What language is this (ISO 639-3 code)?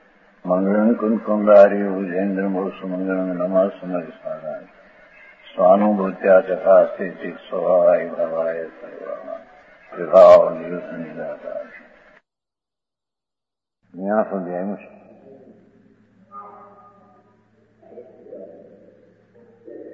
guj